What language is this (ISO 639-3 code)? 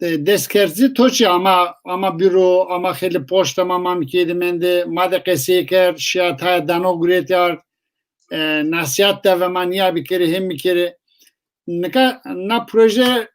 zza